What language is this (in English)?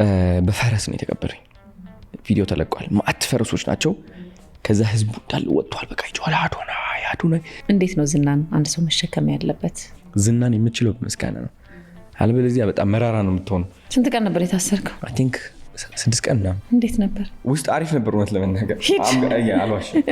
Amharic